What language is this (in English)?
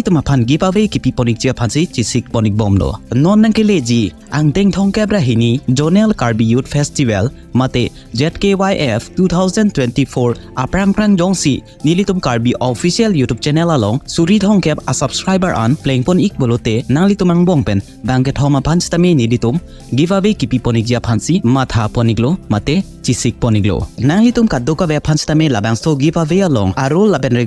Karbi